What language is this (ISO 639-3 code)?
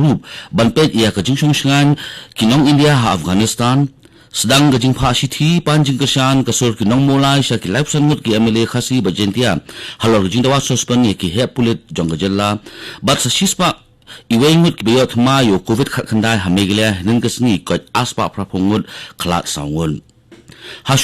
kha